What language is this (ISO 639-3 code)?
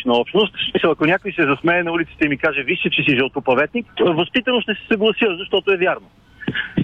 bul